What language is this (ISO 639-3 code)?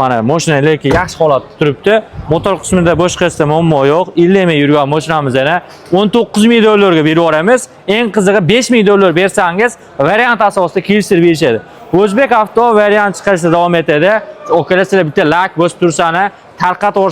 uzb